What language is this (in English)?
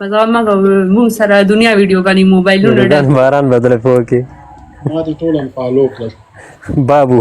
Pashto